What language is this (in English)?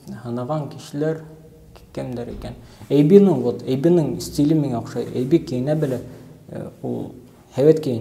Bashkir